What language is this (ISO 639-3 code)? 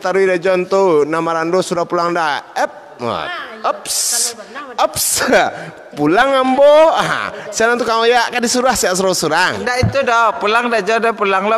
min